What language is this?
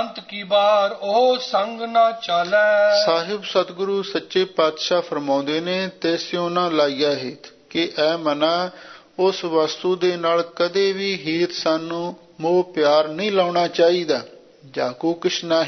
Punjabi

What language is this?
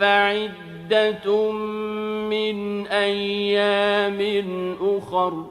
Maranao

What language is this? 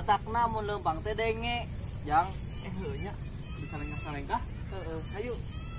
Sundanese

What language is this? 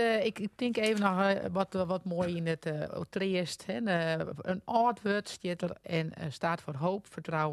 Western Frisian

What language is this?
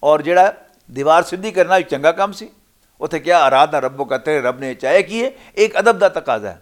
Western Panjabi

